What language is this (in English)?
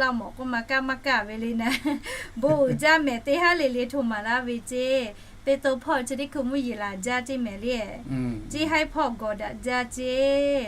Lahu